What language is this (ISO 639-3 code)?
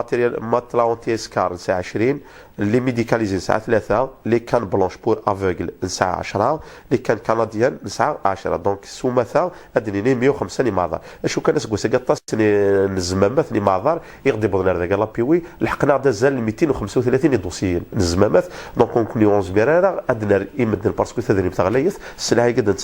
kab